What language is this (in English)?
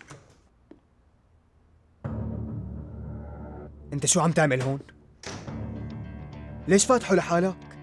North Levantine Arabic